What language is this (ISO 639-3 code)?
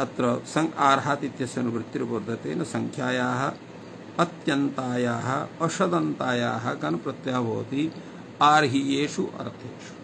san